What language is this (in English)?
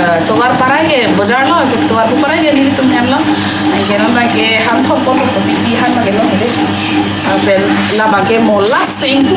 Karbi